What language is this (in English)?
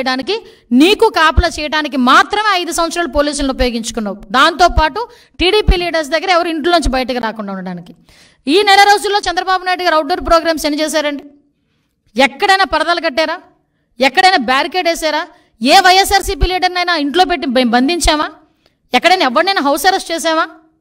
Telugu